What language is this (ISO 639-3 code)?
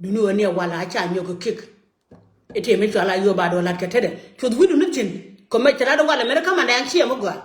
nus